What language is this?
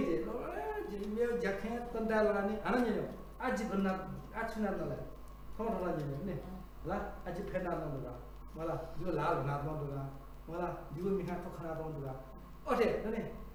Newari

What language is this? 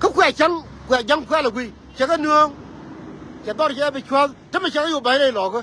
Nuer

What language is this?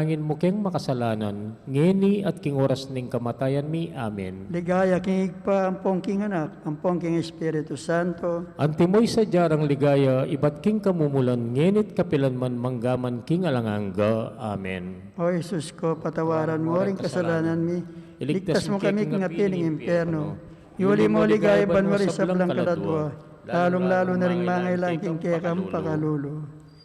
Pampanga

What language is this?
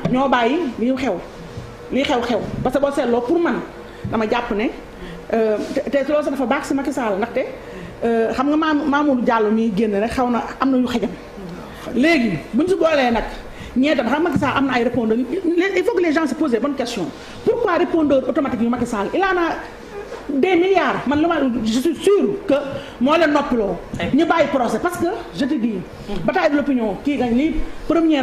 Wolof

